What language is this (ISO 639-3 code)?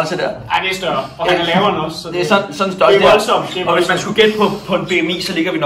dan